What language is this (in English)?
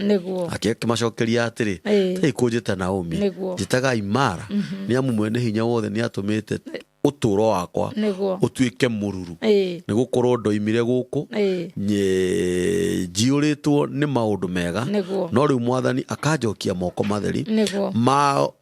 Kikuyu